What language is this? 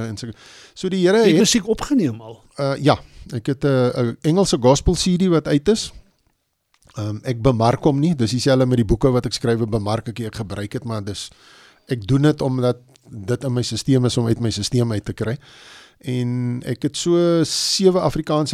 Afrikaans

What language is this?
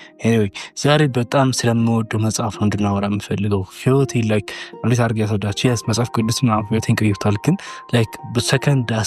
Amharic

